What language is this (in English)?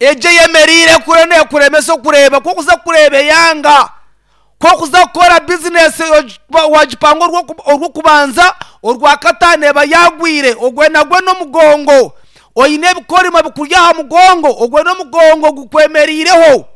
Nyankole